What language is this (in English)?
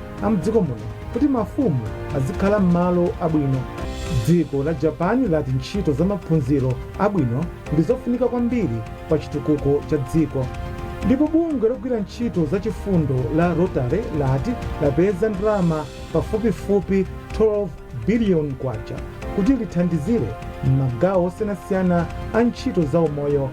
Nyanja